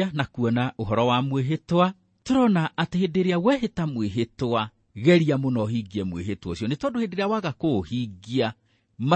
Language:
Kikuyu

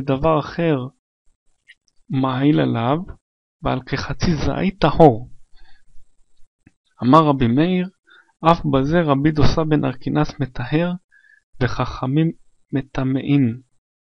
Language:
Hebrew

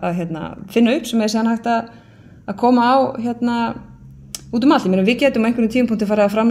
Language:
Icelandic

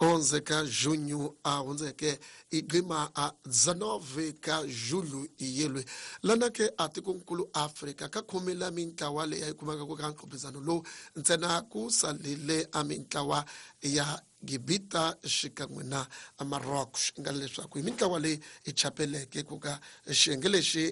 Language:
Tsonga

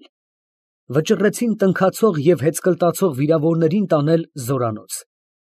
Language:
Armenian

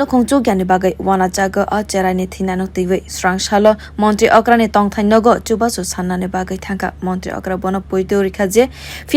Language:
Kok Borok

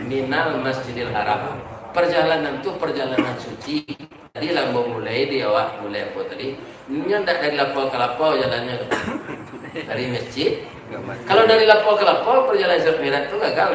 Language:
Minangkabau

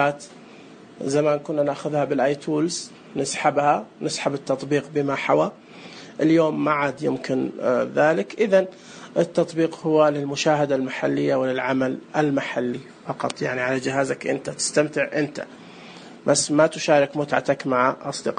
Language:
Najdi Arabic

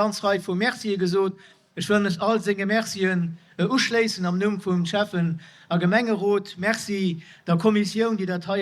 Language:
Luxembourgish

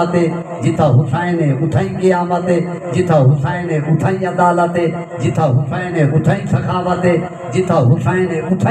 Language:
Saraiki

